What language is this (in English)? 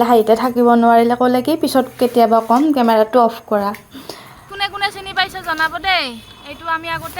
Assamese